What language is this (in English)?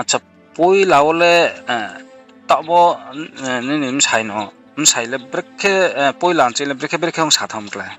Riang (India)